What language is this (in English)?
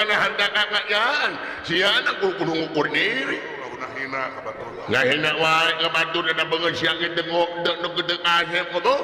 Sundanese